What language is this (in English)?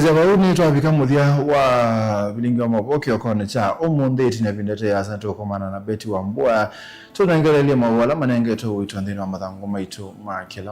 Kamba